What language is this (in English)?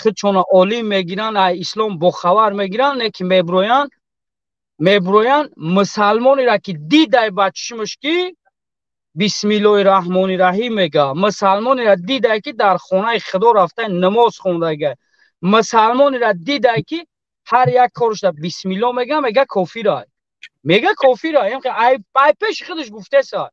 Tajik